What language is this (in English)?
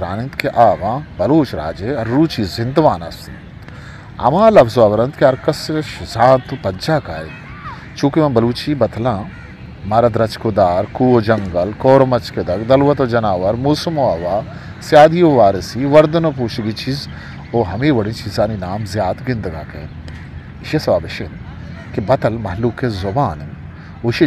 Eastern Balochi